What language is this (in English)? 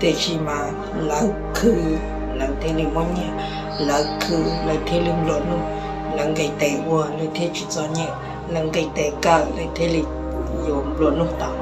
Hmong